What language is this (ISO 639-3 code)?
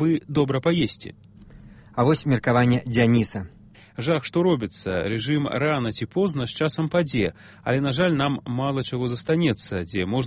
bel